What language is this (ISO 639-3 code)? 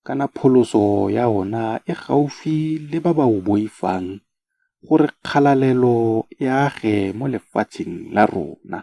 tsn